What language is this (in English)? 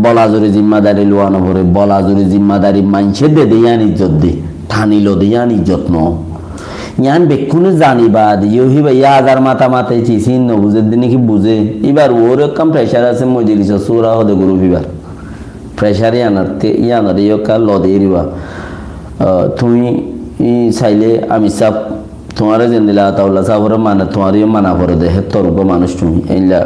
Rohingya